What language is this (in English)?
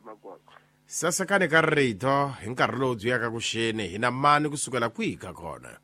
Tsonga